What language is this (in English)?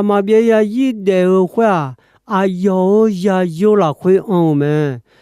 Akha